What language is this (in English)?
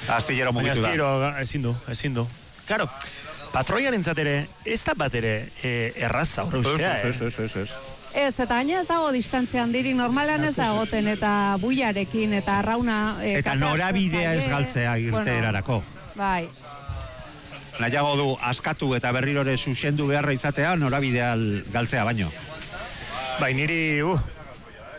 Basque